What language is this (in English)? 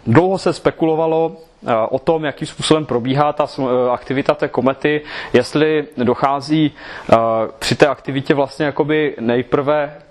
Czech